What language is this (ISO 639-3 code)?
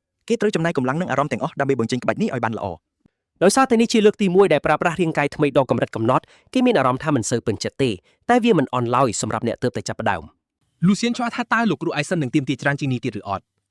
khm